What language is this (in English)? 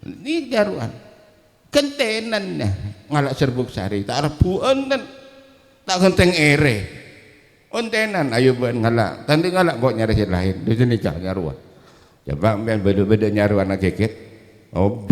Madurese